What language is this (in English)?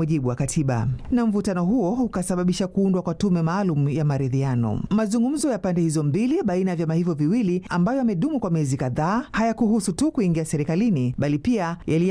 Swahili